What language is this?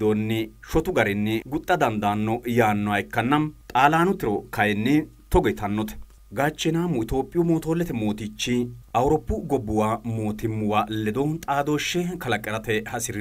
Sidamo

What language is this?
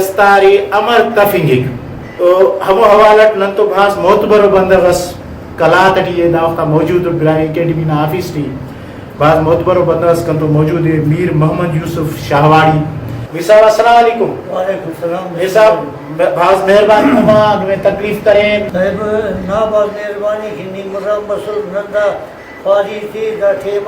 Brahui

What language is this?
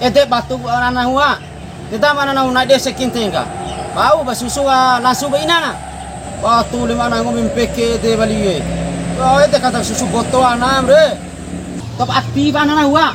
Bima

